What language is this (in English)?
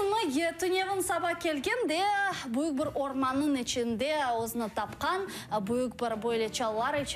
Crimean Tatar